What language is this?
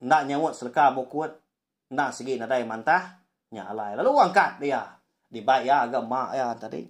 Iban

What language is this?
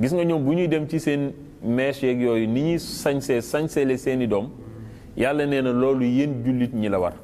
Wolof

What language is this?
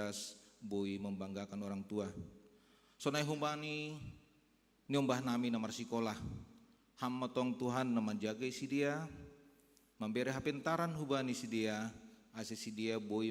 Batak Simalungun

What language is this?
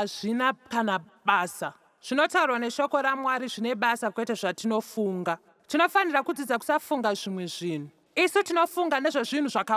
Shona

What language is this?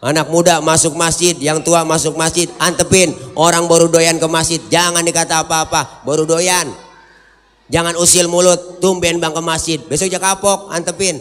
Betawi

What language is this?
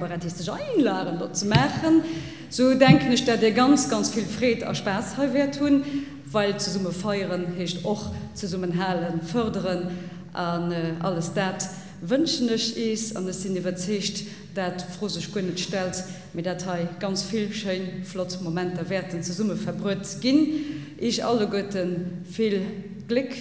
Luxembourgish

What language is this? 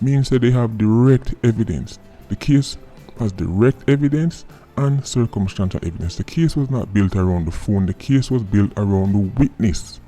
Jamaican Creole English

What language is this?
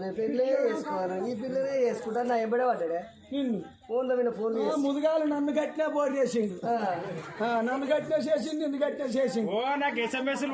Telugu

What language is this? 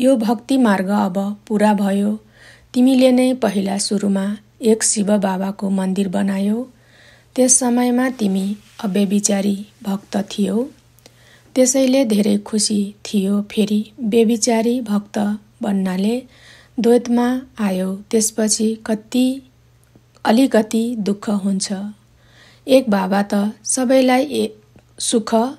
Nepali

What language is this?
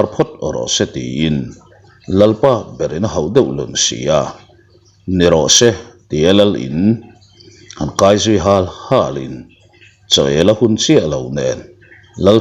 Mizo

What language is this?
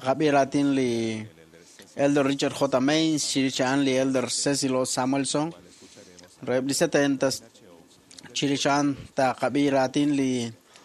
Kekchí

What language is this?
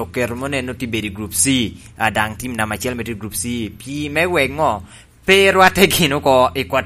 Lango (Uganda)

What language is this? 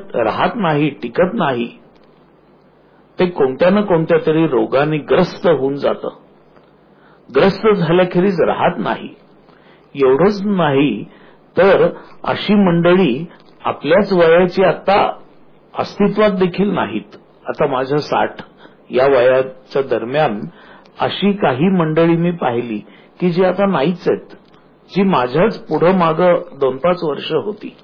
Marathi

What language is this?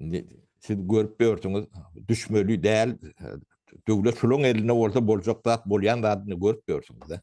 Turkmen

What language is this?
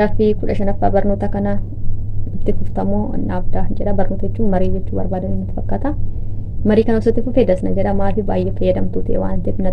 Oromo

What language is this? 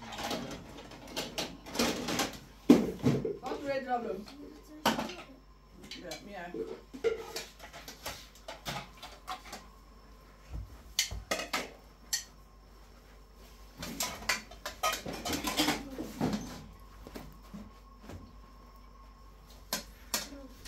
Persian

